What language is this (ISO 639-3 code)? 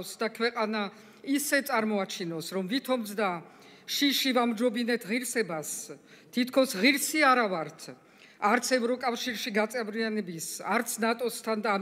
kat